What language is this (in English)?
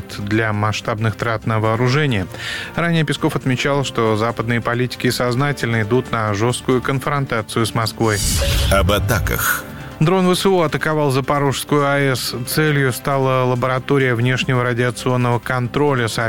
Russian